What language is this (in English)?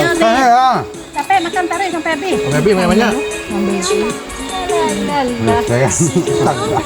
Minangkabau